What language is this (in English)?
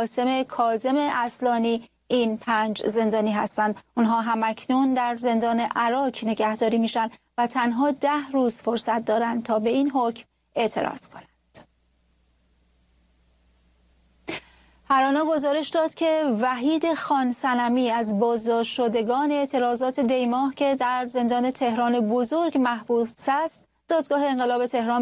Persian